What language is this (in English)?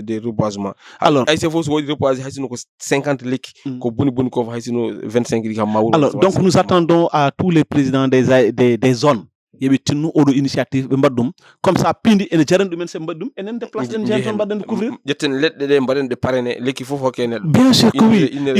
Fula